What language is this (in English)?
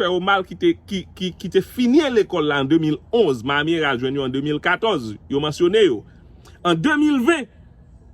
Haitian Creole